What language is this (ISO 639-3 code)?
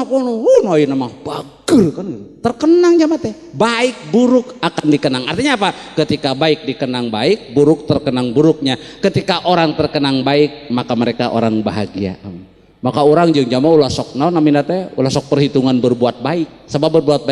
sun